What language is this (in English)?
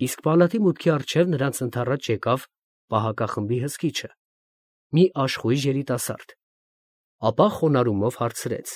Armenian